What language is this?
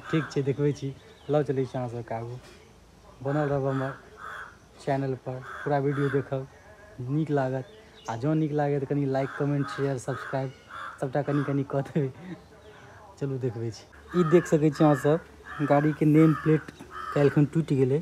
Maithili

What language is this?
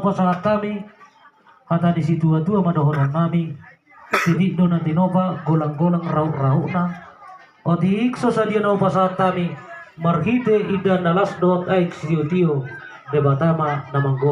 Batak Toba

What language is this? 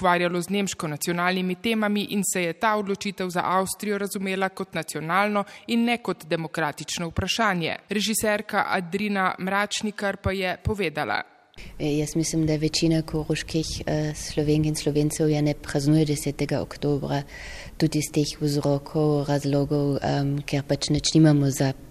Slovenian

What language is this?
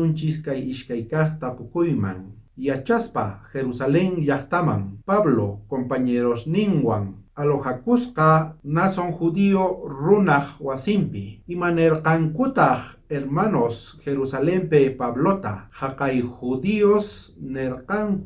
South Bolivian Quechua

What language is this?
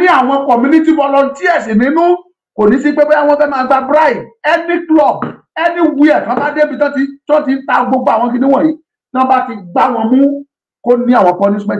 Yoruba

